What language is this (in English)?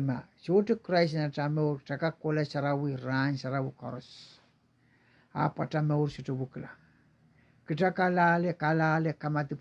Pohnpeian